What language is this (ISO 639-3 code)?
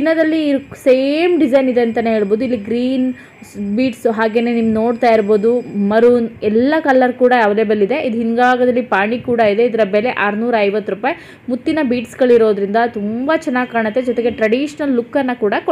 kan